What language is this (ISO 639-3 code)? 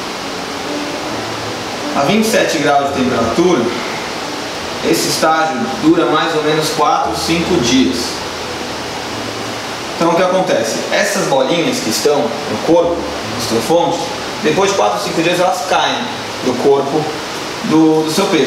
por